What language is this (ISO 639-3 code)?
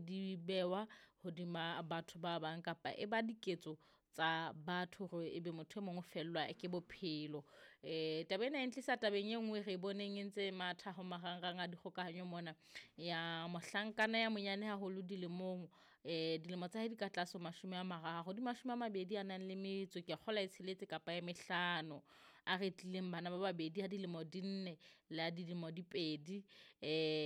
sot